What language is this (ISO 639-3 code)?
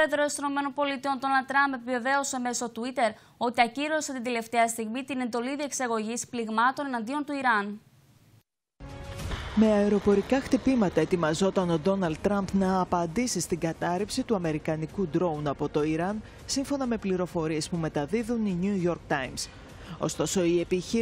ell